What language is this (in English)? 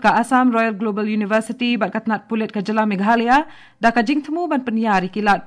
Khasi